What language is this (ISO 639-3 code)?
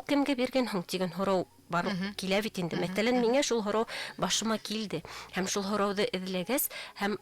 bak